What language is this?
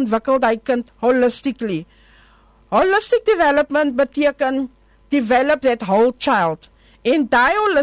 Afrikaans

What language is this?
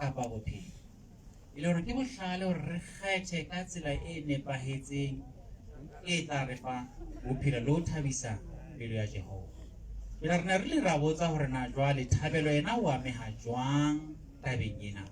Southern Sotho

